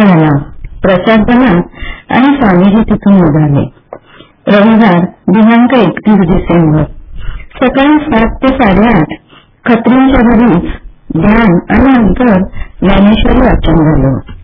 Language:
Marathi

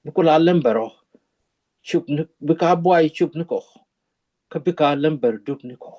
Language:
Nuer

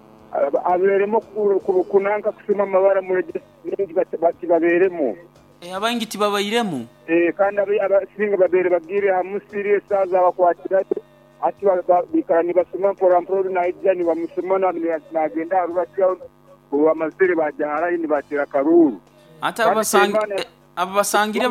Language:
Nyoro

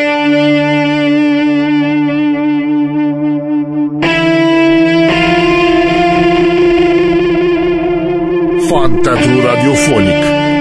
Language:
Romanian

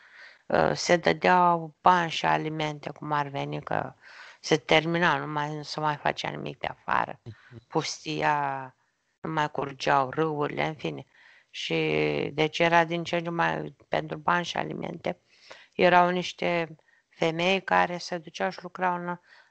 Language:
Romanian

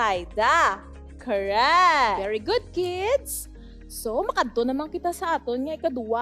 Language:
Hiligaynon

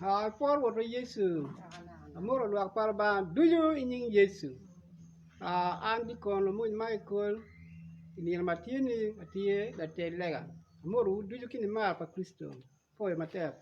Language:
Acoli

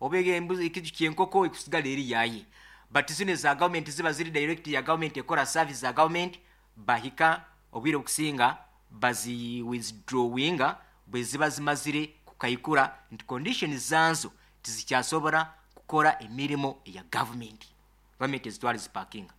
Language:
Nyoro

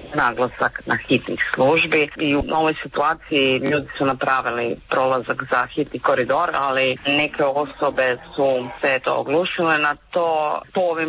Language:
Croatian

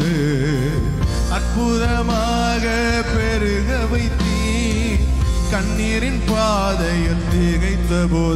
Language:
Tamil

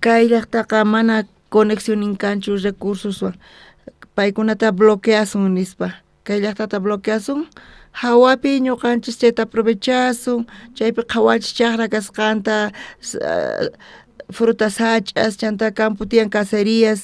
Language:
South Bolivian Quechua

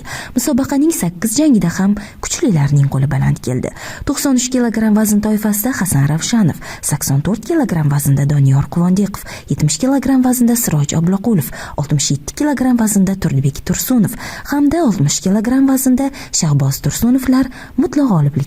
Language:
Uzbek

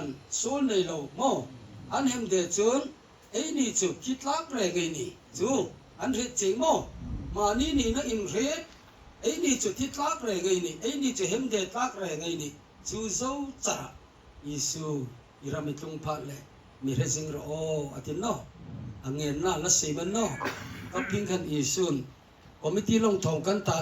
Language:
Hmar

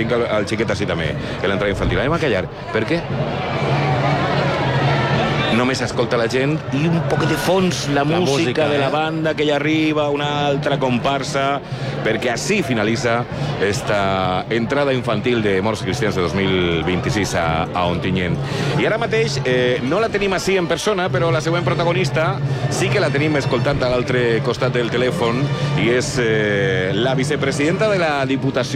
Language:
Catalan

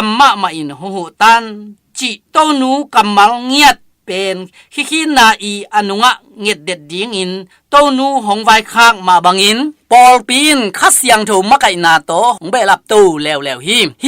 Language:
Tedim Chin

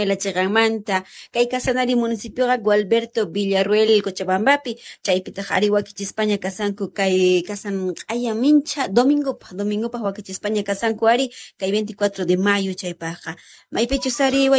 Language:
Quechua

